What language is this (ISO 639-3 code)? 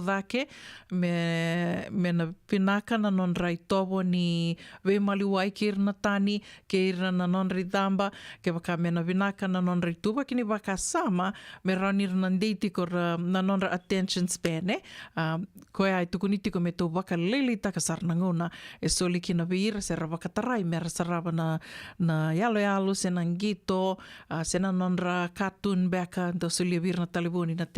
fij